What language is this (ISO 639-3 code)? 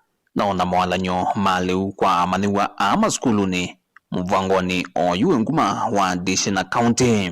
kam